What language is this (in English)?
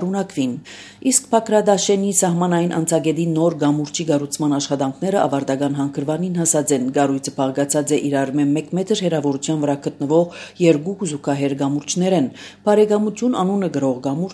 Armenian